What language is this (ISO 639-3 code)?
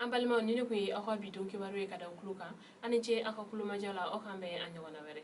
bam